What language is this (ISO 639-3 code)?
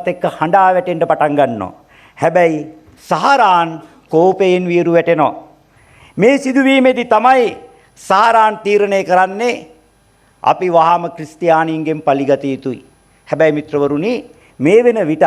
sin